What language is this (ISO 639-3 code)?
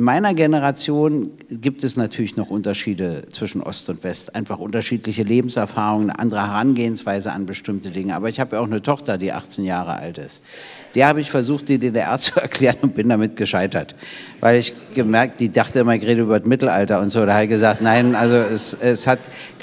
deu